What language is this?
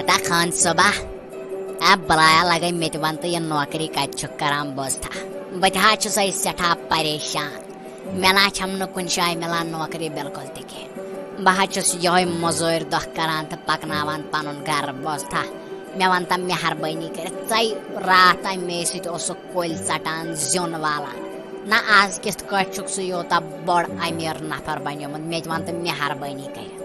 Kashmiri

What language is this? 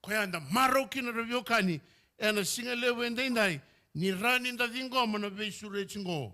Fijian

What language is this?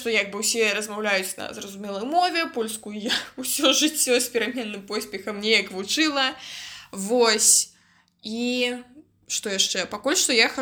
Belarusian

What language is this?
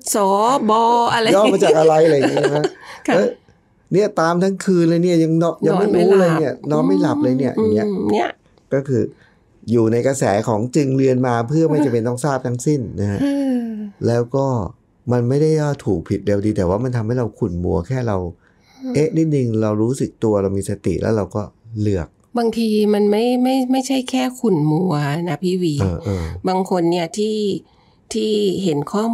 Thai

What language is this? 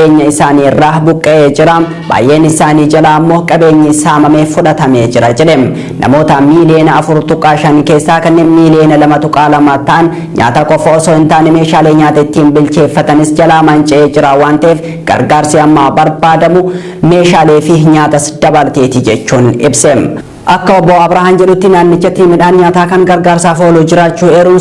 Oromo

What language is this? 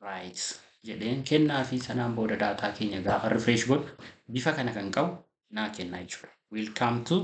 Oromo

